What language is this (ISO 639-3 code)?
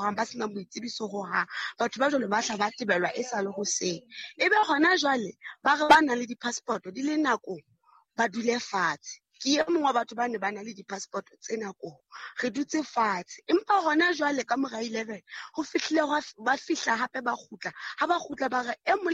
sot